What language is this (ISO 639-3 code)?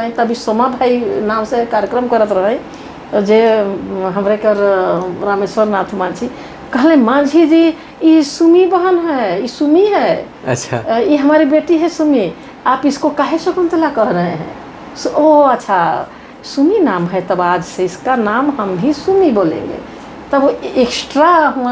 sck